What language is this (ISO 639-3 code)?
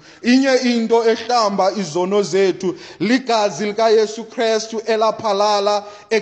xho